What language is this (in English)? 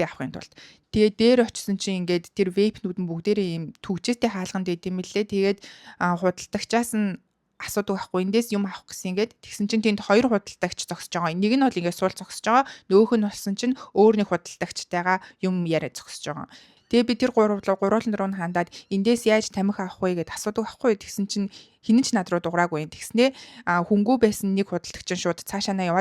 Mongolian